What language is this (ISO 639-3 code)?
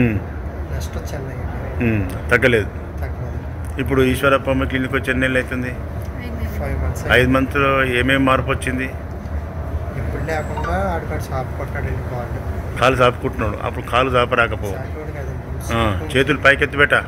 tel